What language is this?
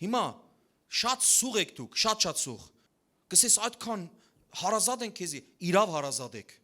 Western Armenian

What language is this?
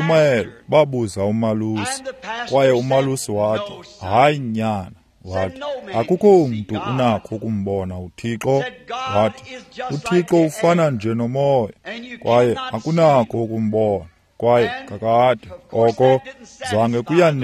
Xhosa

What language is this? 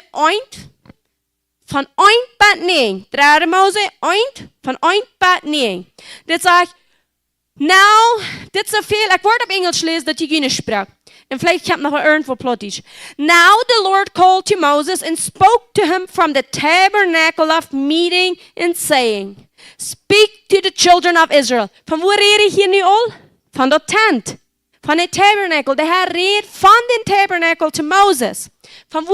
Plautdietsch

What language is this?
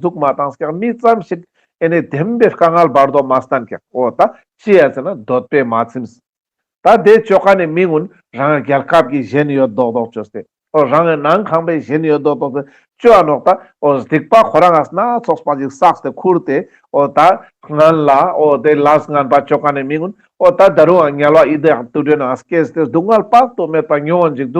Ladakhi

